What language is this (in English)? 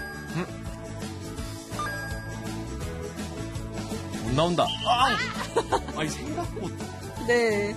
Korean